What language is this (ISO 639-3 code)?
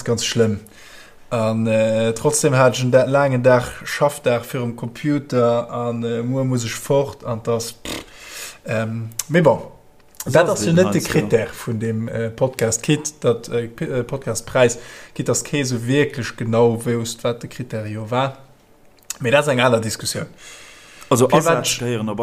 ltz